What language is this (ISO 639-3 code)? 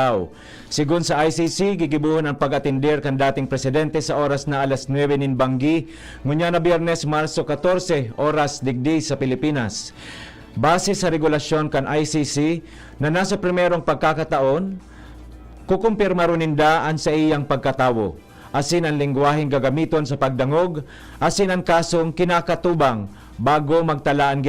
bik